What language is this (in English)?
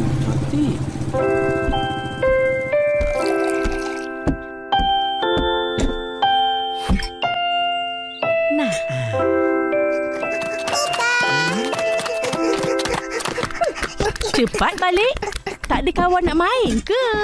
Malay